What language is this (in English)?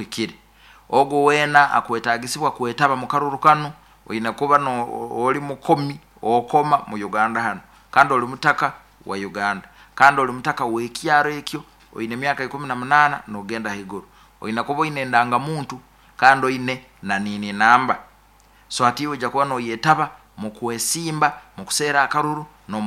Nyoro